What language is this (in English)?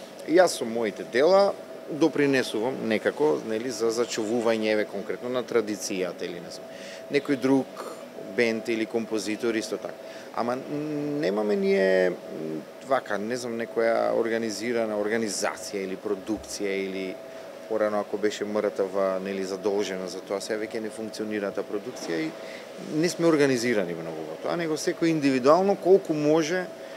Macedonian